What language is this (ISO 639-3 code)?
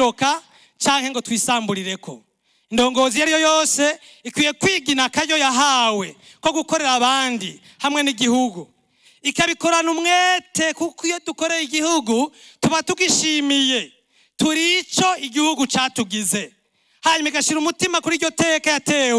run